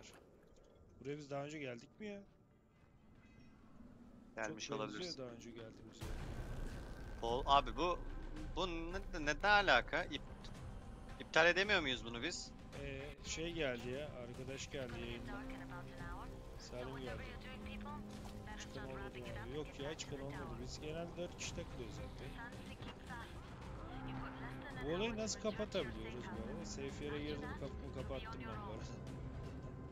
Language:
Turkish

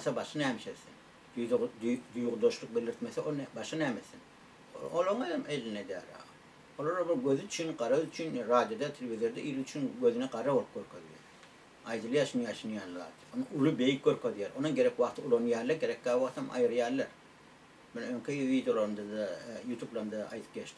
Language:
Turkmen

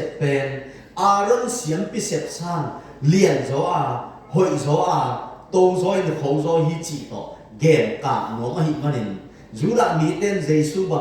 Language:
Tedim Chin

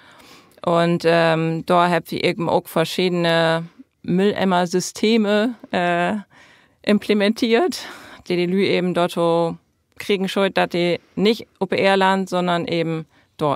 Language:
Low German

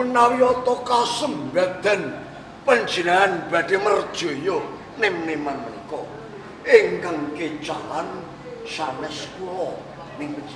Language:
Javanese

